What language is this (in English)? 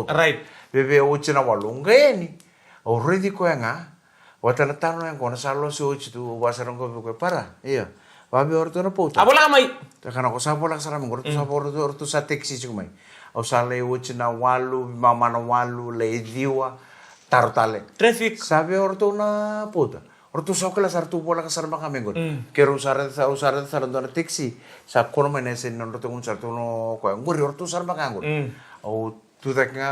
Fijian